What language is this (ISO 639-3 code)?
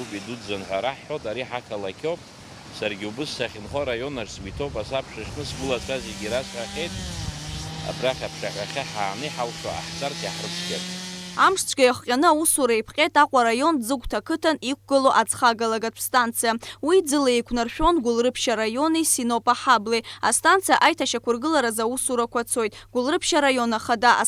abk